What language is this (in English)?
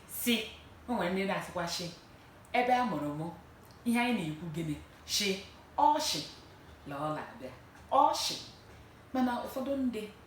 Igbo